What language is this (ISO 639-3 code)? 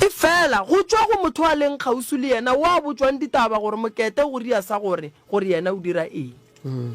nso